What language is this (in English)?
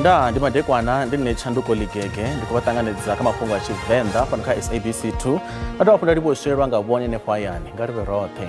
Venda